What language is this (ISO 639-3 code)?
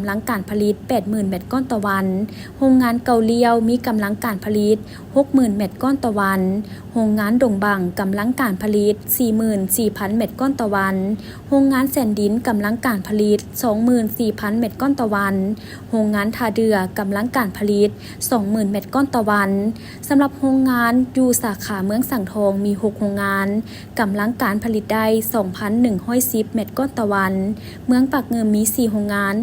lao